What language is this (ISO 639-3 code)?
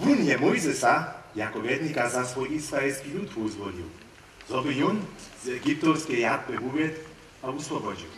hsb